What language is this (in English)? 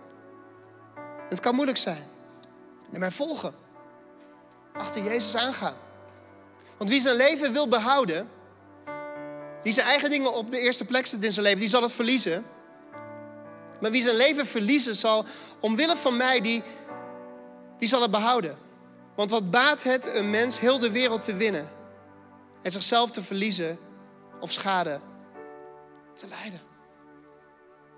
Dutch